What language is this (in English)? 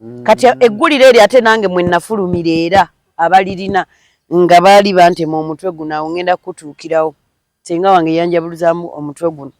Ganda